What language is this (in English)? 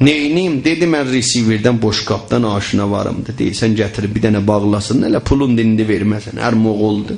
South Azerbaijani